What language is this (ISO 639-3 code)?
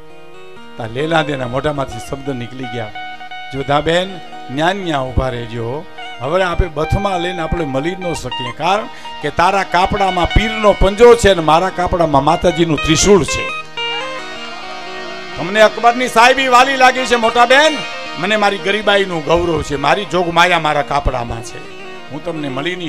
guj